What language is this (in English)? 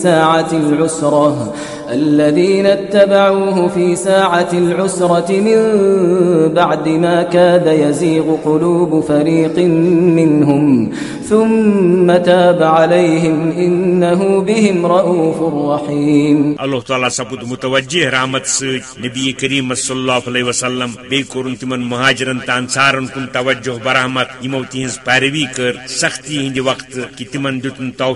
Kashmiri